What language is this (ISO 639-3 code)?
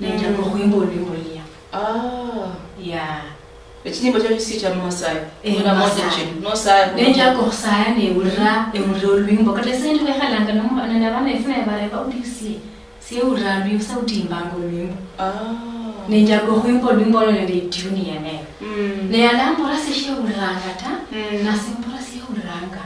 luy